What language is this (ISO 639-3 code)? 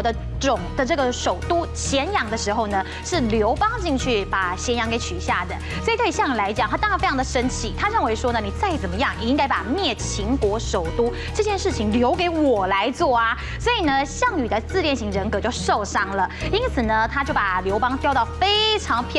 zho